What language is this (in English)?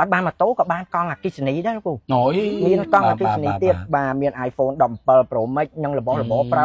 Khmer